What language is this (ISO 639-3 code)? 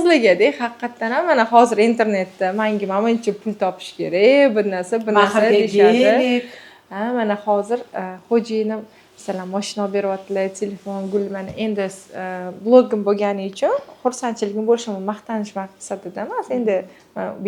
uzb